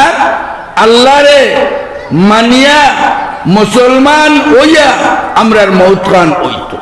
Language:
Sylheti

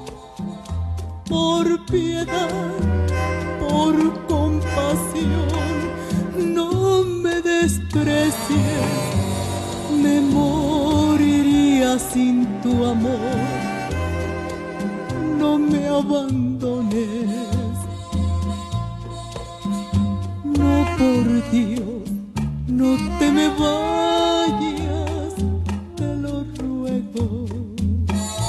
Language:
Spanish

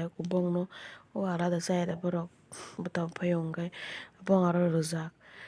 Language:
Kok Borok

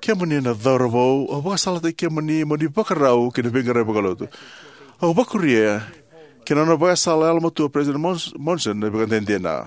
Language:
Fijian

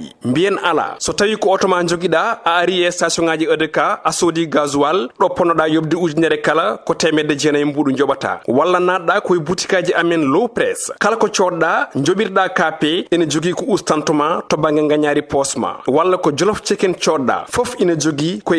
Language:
Fula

